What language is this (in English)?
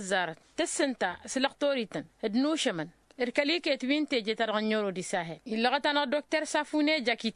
Tamasheq